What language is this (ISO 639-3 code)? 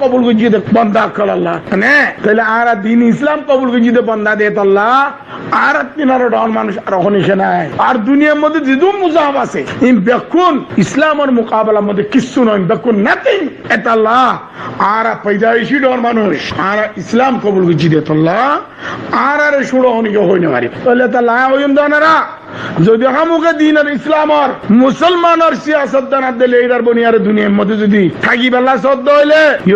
rhg